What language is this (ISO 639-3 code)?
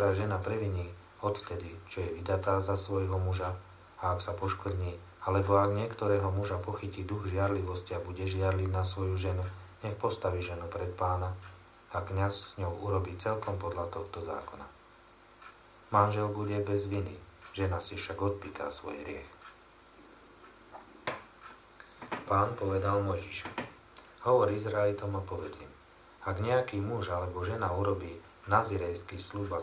slk